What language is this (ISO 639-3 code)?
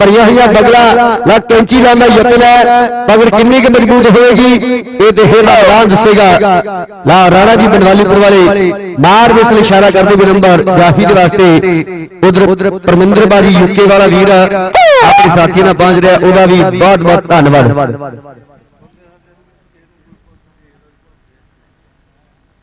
pan